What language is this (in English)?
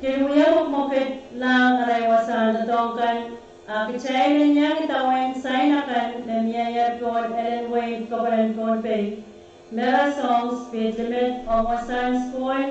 Pohnpeian